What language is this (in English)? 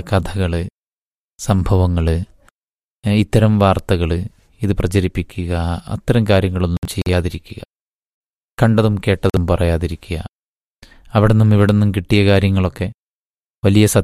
Malayalam